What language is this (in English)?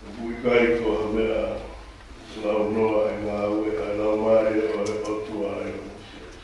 Tongan